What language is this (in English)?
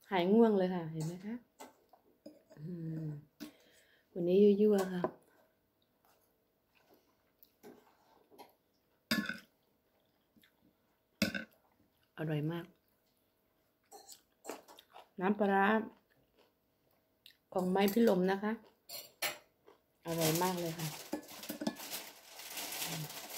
Thai